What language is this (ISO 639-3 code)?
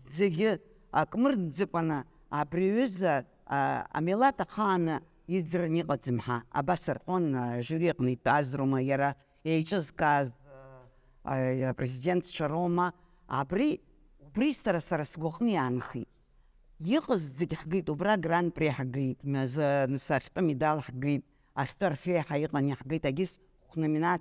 abk